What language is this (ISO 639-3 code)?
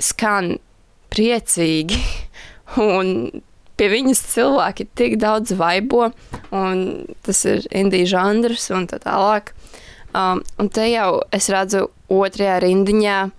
lav